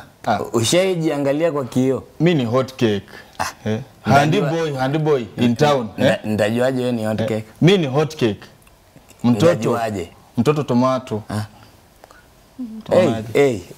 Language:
Swahili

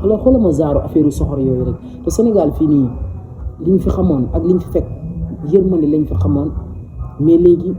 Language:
Wolof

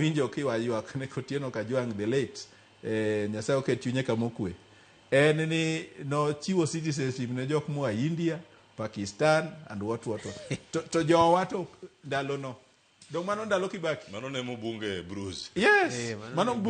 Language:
Luo (Kenya and Tanzania)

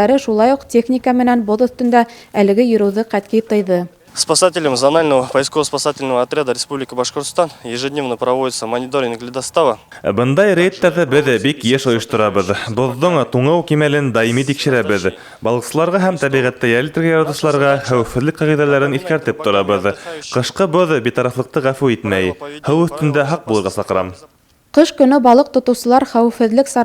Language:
Bashkir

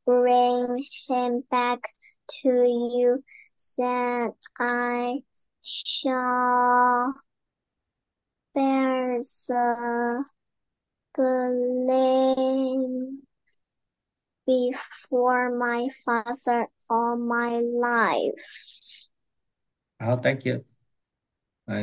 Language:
Chinese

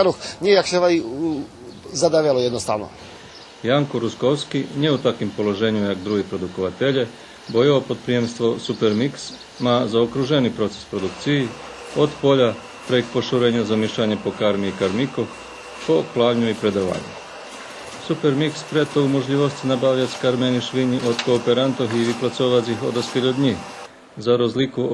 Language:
Rusyn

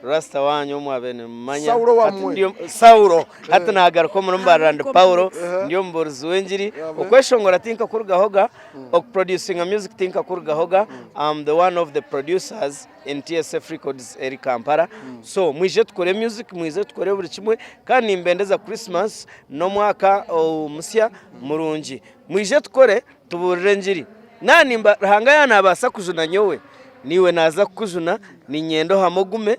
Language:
Nyankole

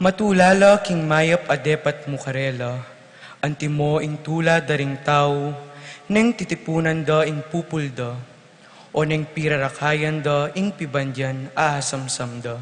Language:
Pampanga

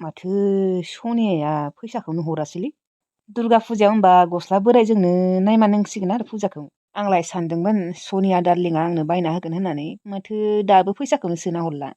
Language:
Bodo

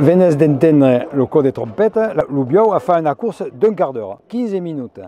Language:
Occitan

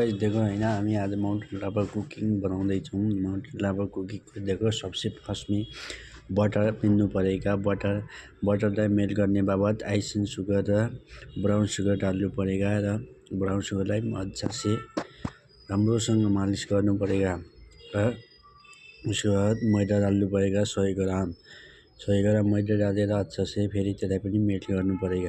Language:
Nepali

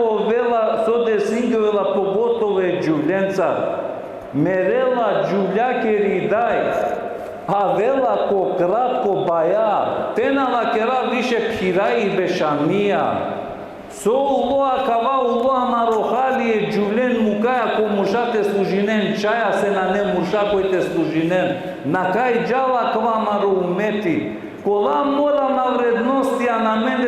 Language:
Balkan Romani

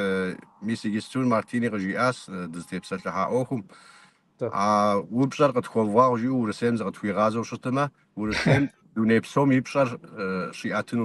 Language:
Kabardian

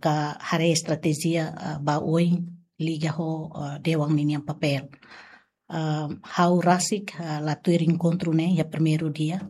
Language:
Tetum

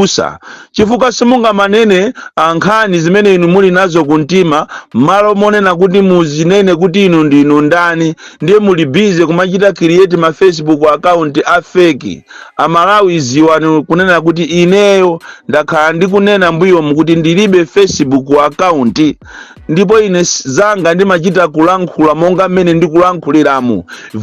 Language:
Nyanja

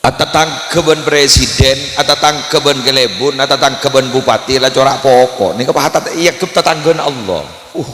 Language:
Madurese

